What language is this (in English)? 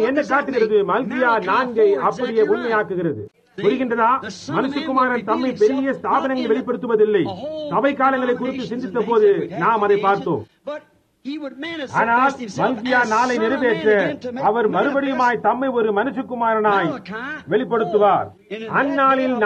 Tamil